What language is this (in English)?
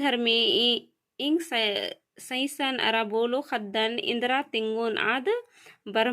Kurukh